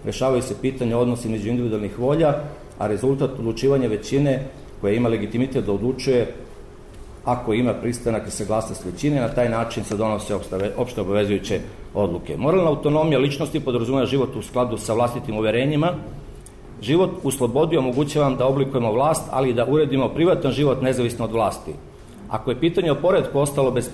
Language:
Serbian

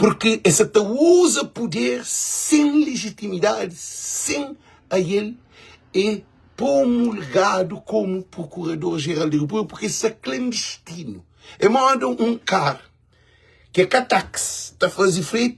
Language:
Kabuverdianu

